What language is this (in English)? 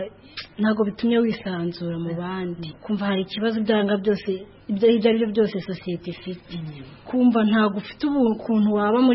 Kinyarwanda